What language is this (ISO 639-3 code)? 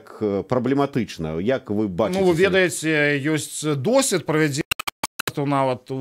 bel